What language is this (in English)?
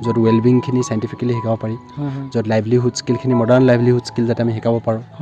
Assamese